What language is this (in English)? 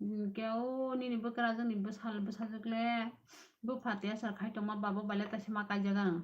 Kok Borok